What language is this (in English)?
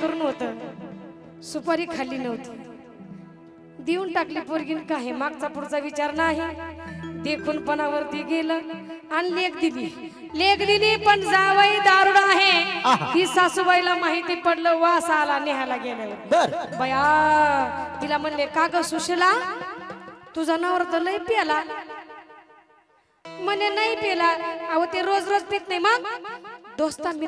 Marathi